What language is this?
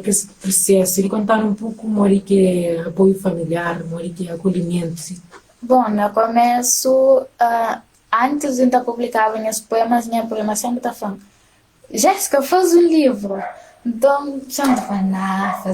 Kabuverdianu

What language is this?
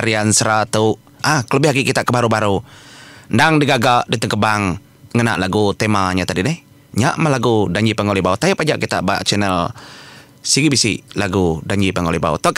Iban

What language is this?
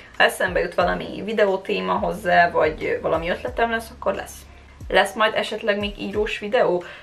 Hungarian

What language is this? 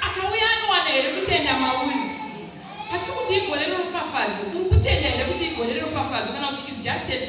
Shona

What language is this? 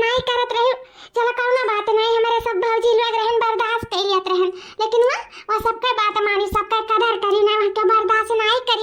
Awadhi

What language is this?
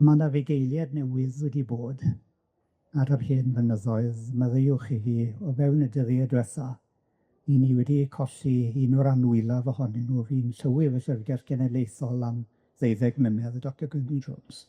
Welsh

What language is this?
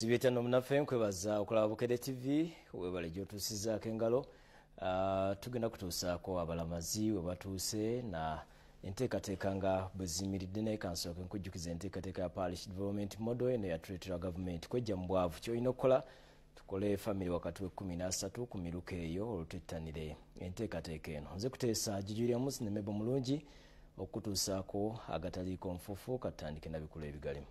Ganda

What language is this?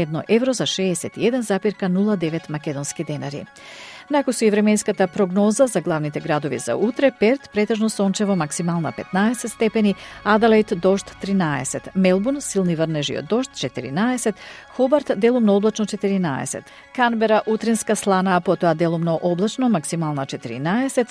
Macedonian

